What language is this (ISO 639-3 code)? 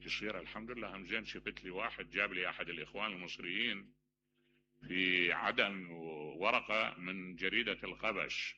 acm